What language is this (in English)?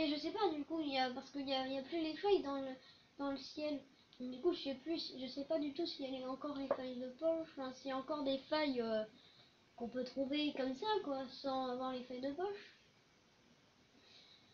French